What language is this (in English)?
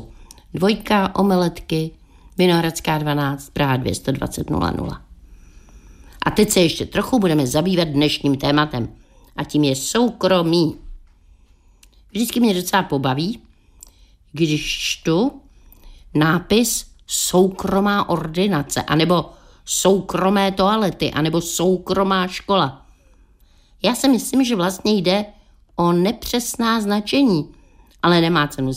Czech